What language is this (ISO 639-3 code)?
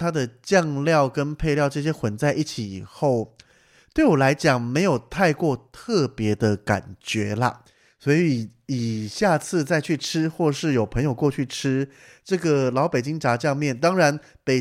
zho